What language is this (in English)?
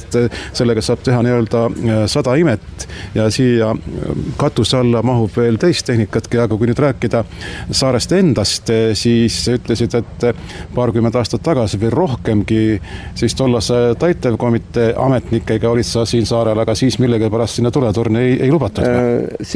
Estonian